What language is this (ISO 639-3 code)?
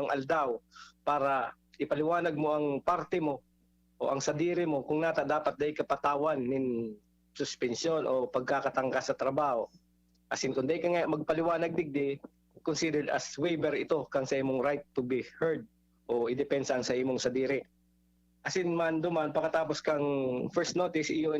bik